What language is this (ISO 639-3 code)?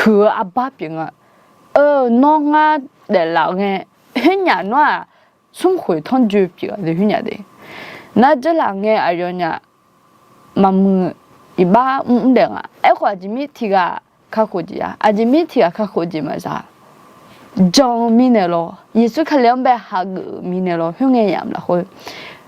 ahk